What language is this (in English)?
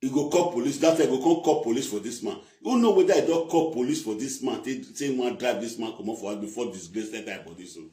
Nigerian Pidgin